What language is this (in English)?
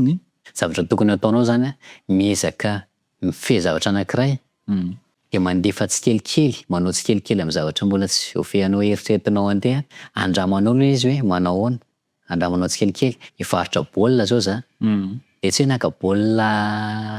Malagasy